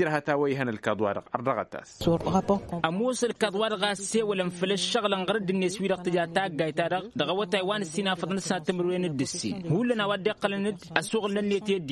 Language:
Tamasheq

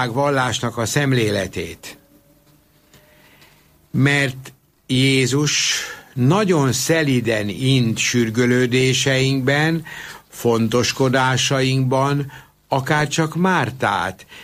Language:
Hungarian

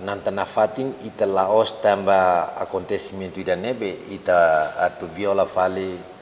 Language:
Tetum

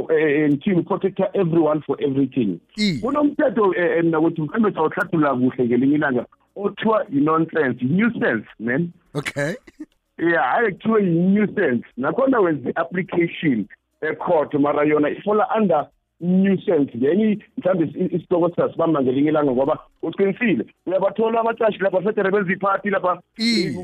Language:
South Ndebele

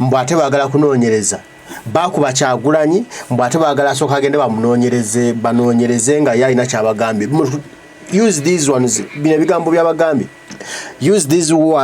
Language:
Ganda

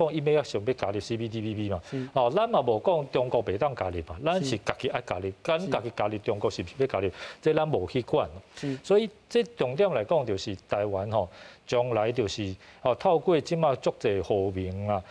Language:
Min Nan Chinese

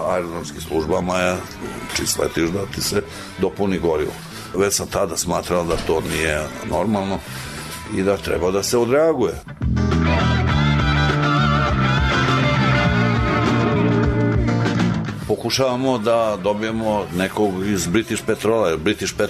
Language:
Serbian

